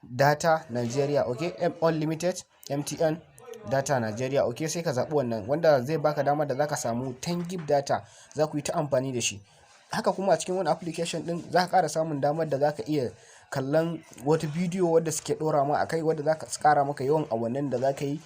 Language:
Hausa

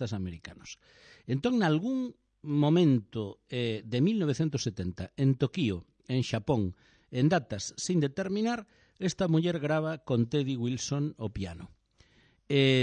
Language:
Galician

